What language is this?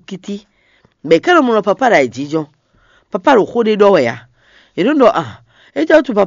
Fon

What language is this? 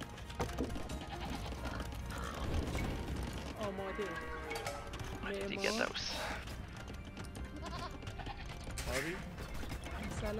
Persian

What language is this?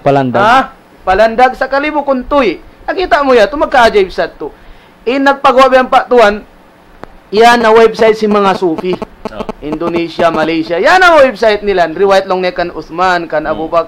Tausug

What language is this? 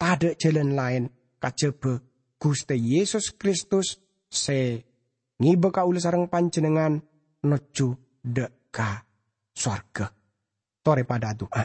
Madurese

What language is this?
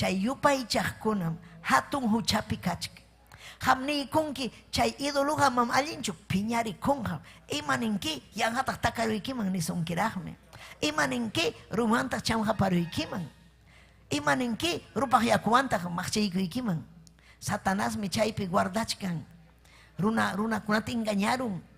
Ayacucho Quechua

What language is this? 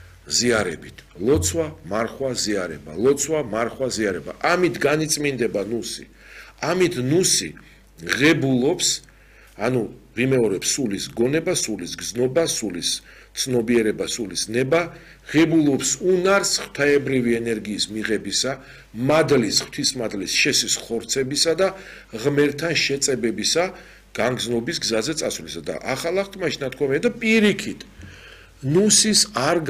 Georgian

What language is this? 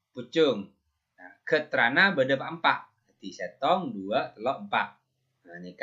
Madurese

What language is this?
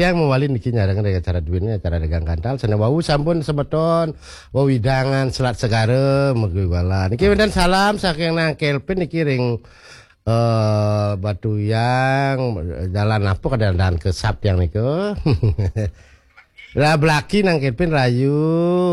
Balinese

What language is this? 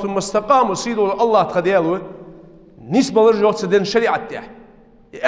Ingush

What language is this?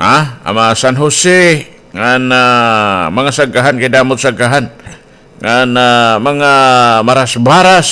Waray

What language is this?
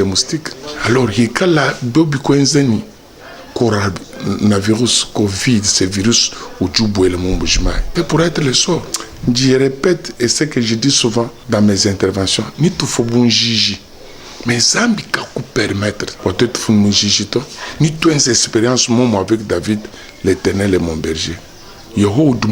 Luba-Lulua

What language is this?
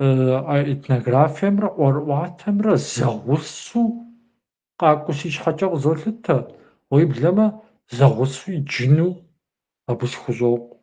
Kabardian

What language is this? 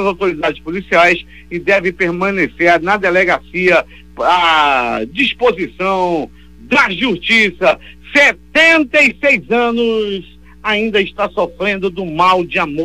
Portuguese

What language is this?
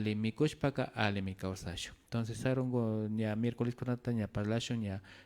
Imbabura Highland Quichua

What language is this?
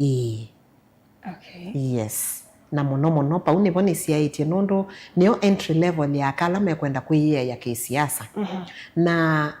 Kamba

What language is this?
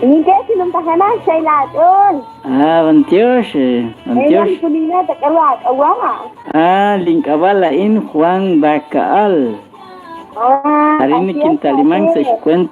Kekchí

